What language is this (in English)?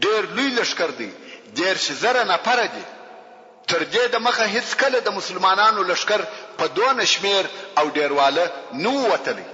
Pashto